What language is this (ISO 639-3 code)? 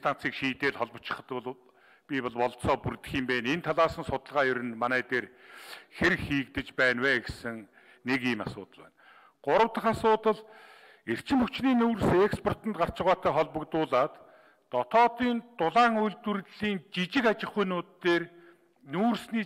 mon